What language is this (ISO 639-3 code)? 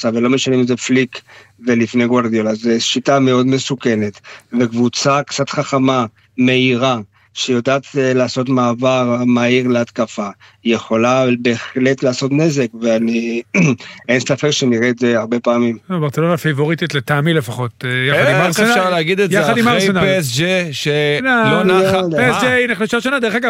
heb